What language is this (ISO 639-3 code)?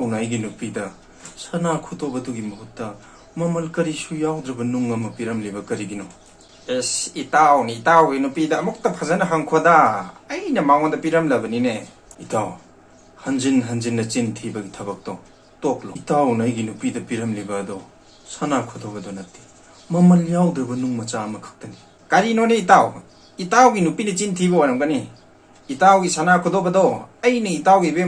mni